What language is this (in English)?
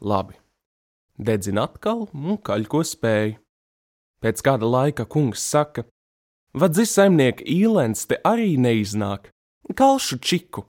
Latvian